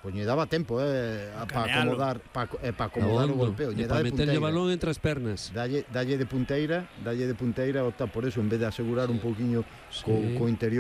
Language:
Galician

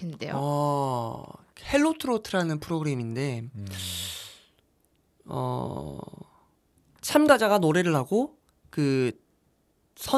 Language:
Korean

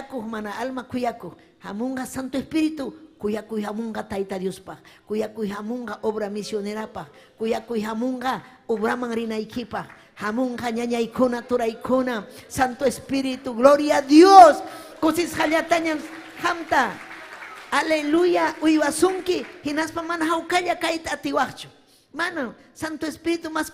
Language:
Ayacucho Quechua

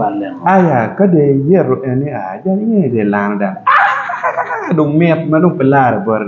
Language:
Acoli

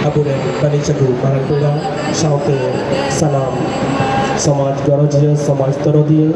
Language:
Santali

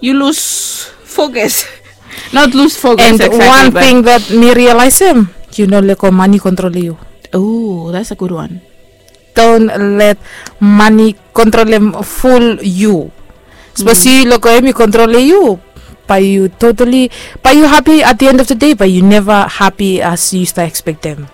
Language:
Bislama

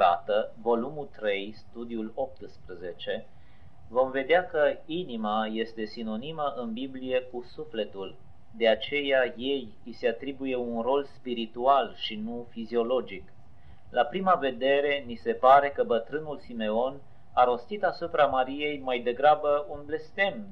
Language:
Romanian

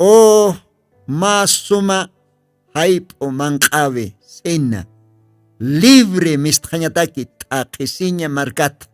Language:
Aymara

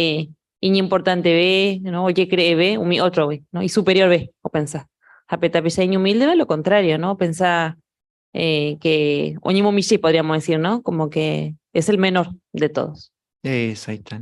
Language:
Guarani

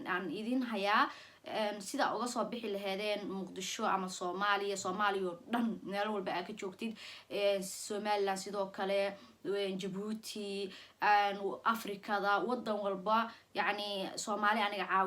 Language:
Somali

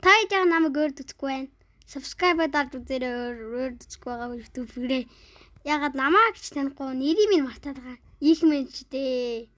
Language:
Mongolian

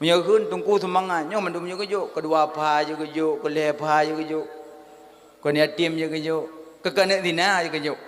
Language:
Achinese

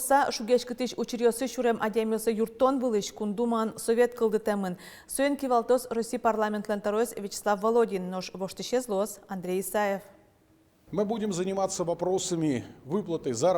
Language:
Udmurt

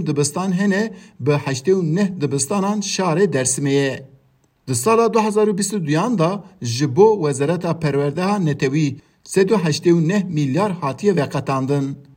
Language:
Kurdish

